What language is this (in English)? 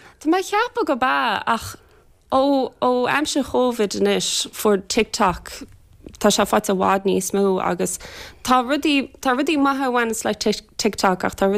Irish